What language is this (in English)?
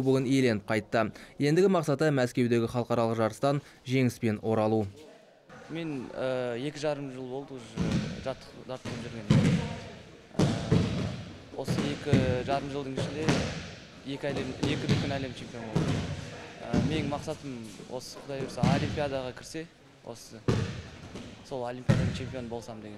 Kazakh